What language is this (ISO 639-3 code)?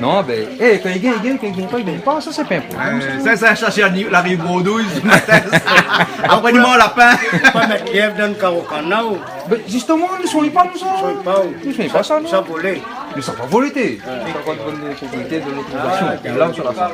rcf